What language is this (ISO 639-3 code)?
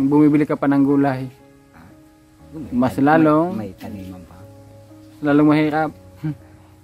fil